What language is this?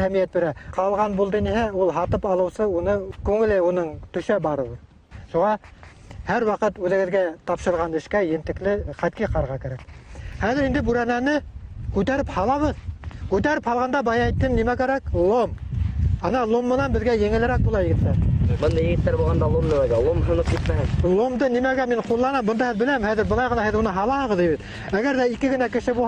Bashkir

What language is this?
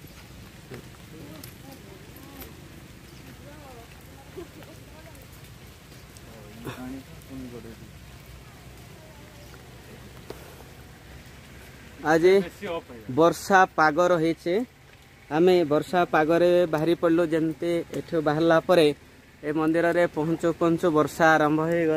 Odia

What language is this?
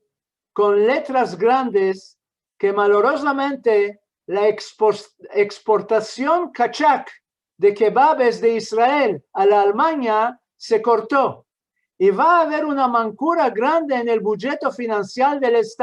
Ladino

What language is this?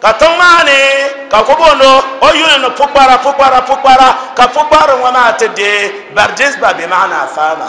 Dagbani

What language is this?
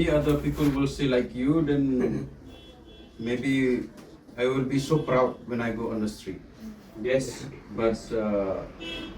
Pnar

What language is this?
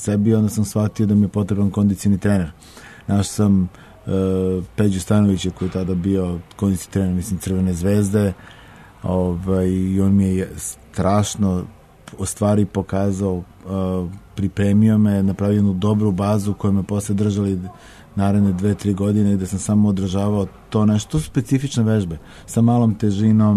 Serbian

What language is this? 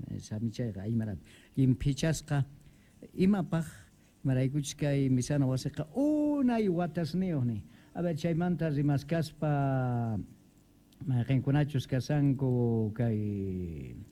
South Bolivian Quechua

